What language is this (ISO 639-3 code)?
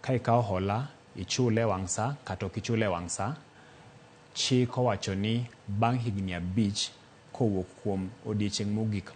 luo